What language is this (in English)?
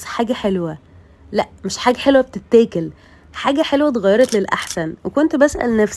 Egyptian Arabic